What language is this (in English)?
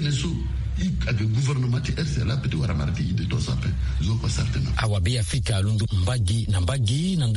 Sango